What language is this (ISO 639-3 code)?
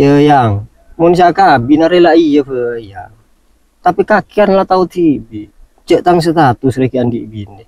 mad